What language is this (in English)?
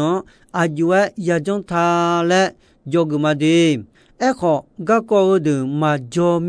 Akha